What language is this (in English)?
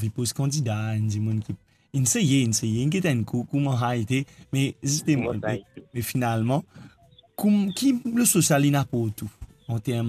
Morisyen